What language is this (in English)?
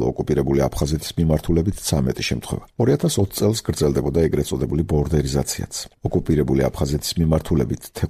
Georgian